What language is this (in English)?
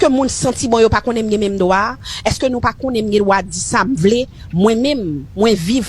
Haitian Creole